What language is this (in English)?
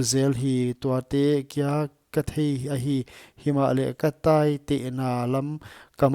Paite Chin